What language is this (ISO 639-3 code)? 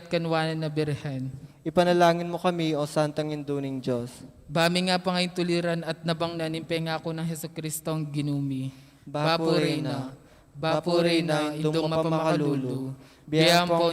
pam